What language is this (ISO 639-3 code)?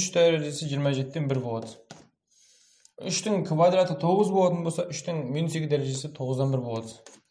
kaz